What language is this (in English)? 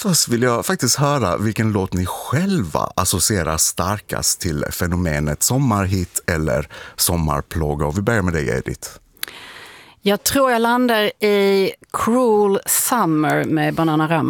Swedish